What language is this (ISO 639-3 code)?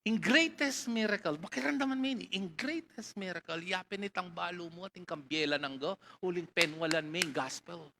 pam